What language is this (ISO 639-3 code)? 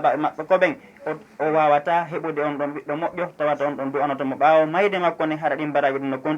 ful